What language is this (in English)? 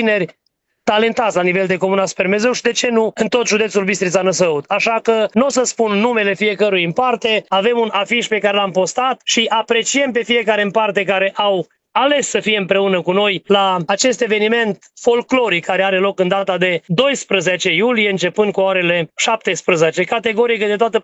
Romanian